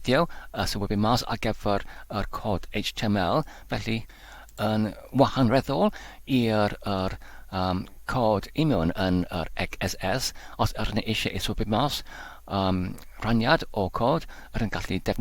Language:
Welsh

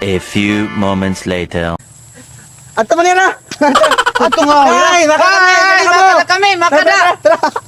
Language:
Waray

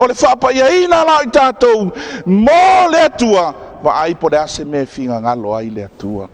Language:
Samoan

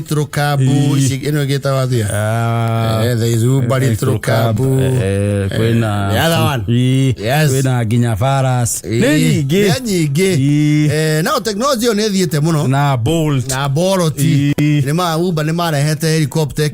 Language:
Kikuyu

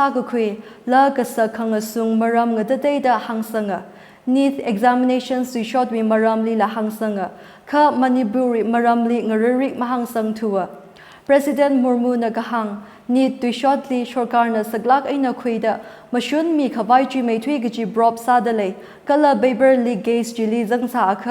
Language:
Tangkhul Naga (India)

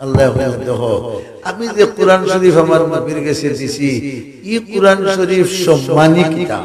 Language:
Sylheti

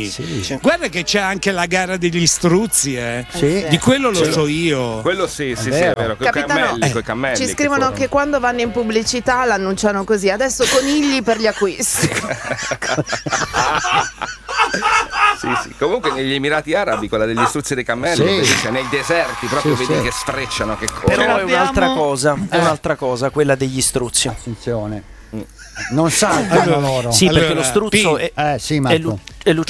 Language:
Italian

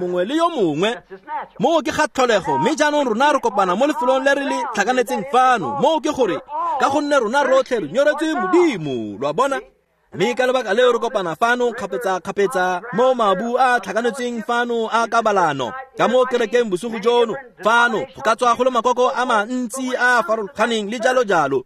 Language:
Tswana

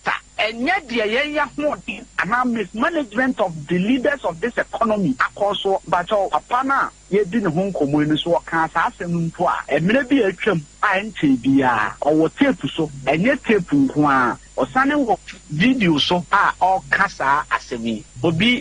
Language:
Akan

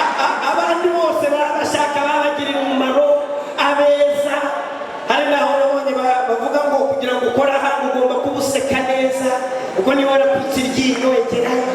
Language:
Kinyarwanda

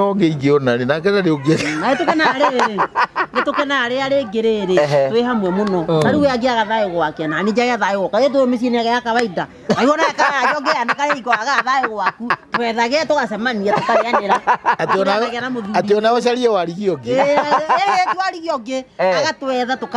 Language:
Kikuyu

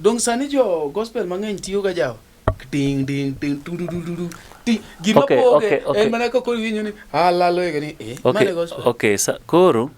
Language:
Luo (Kenya and Tanzania)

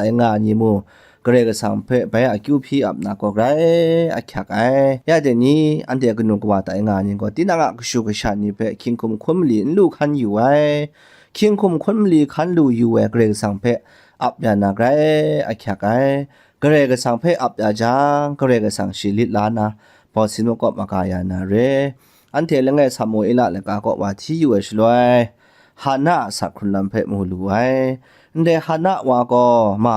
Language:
Kachin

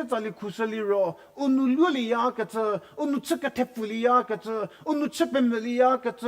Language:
Angami Naga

